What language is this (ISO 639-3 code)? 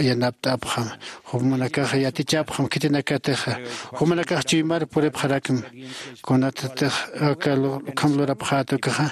aym